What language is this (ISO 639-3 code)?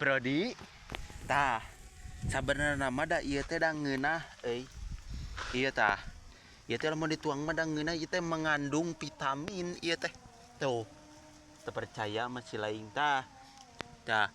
sun